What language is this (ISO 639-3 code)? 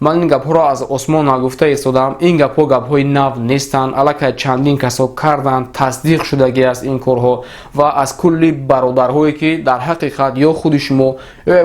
tgk